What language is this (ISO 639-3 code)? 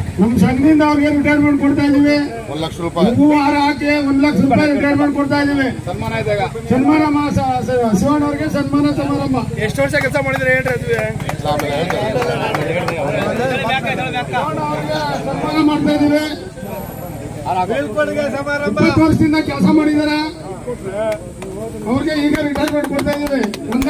kan